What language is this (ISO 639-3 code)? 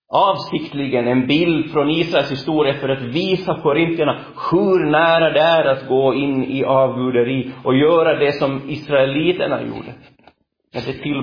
swe